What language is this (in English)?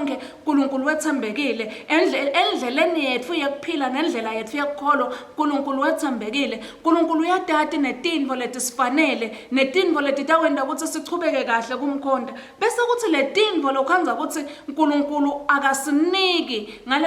Swati